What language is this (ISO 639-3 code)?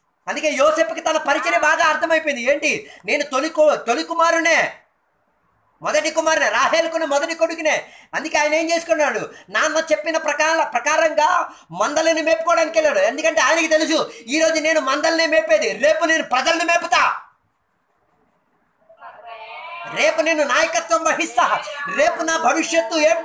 tel